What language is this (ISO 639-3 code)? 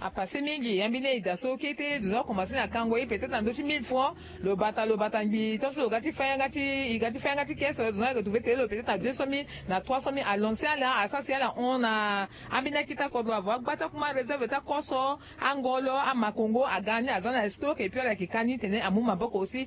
sag